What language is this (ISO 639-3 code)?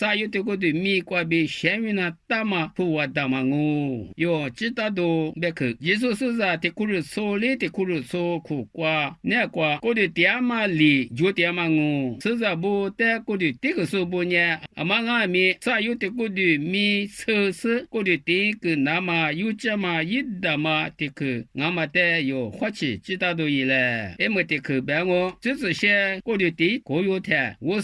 lis